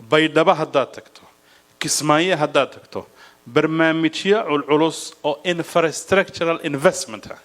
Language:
Somali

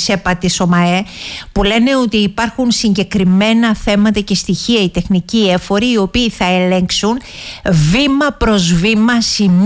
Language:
Greek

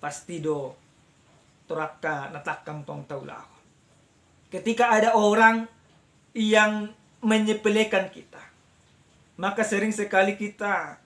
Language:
Batak Toba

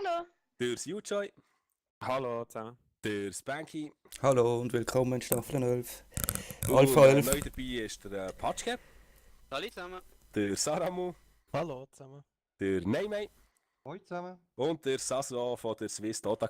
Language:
Swiss German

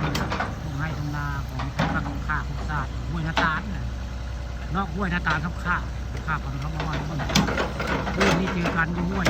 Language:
Northeastern Thai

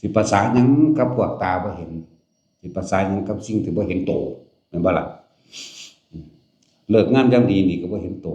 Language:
Northeastern Thai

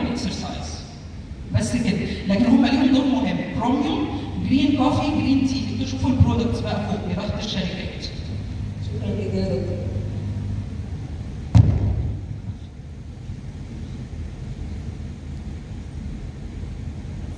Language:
Egyptian Arabic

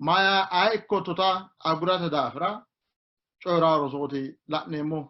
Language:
Sidamo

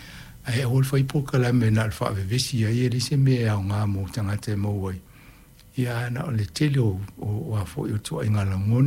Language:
Samoan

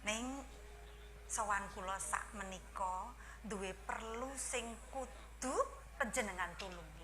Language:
Javanese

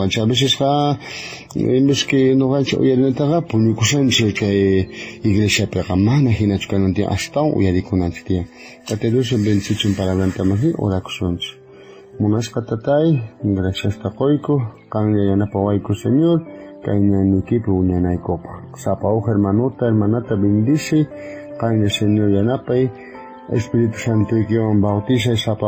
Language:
South Bolivian Quechua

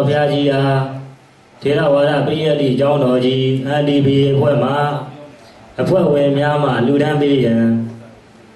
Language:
Burmese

